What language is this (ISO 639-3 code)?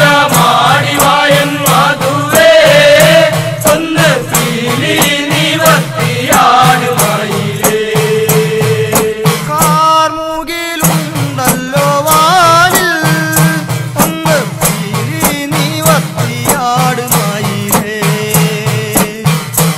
mal